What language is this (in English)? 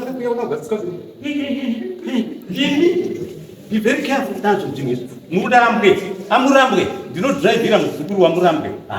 Shona